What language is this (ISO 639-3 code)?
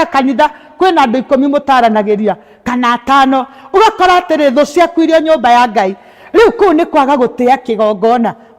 kik